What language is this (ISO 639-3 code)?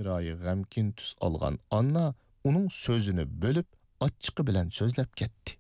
uig